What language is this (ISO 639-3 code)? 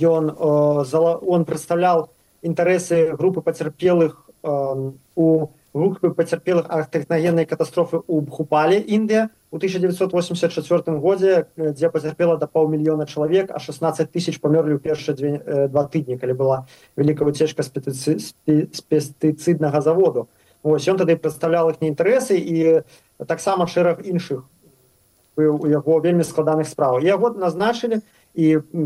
bel